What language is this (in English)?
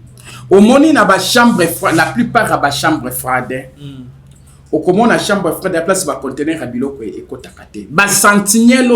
Lingala